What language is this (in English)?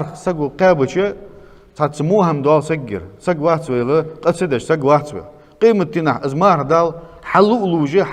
Ingush